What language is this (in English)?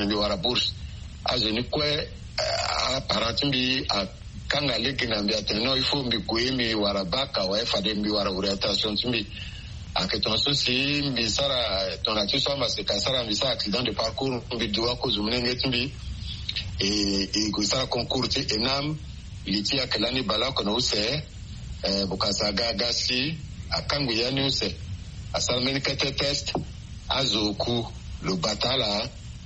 Sango